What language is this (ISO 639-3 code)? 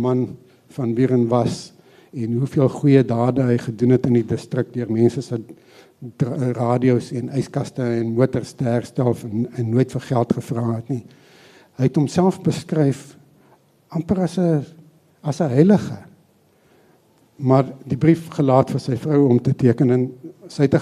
afr